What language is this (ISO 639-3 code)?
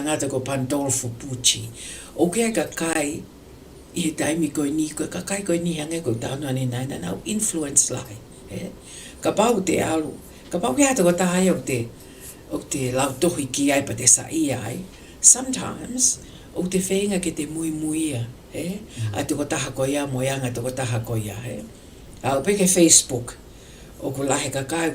ton